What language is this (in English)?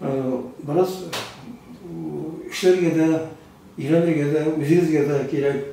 Tatar